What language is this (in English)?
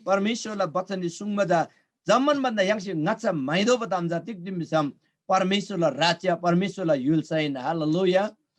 Eastern Tamang